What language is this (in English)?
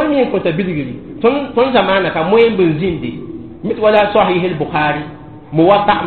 Mossi